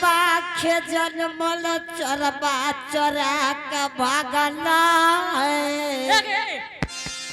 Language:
Angika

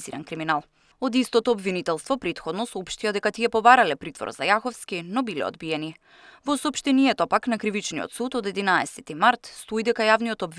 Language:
Macedonian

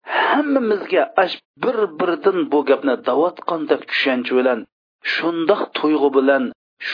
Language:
Uyghur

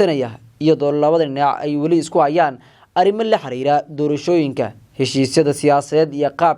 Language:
Somali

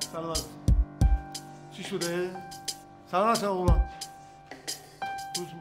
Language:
Persian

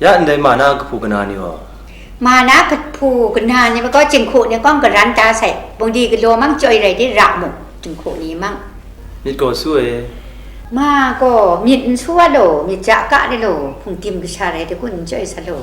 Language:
Kachin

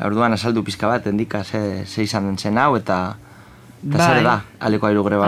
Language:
Basque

